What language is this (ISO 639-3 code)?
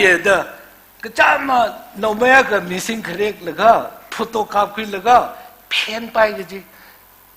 nmf